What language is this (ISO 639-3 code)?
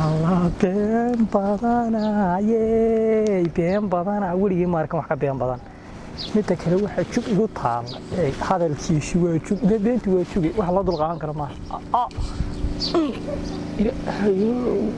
som